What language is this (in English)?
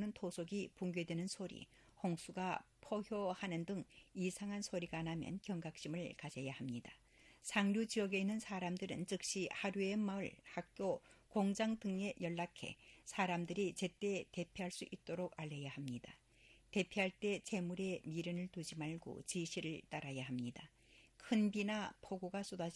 Korean